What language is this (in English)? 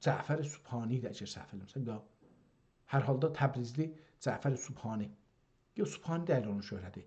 South Azerbaijani